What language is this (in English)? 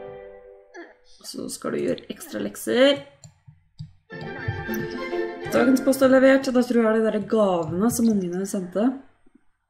Norwegian